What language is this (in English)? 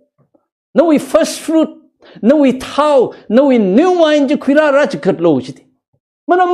Tangkhul Naga (India)